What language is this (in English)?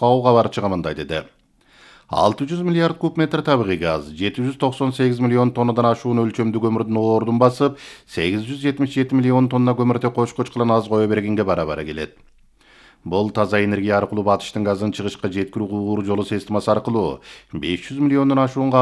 Kyrgyz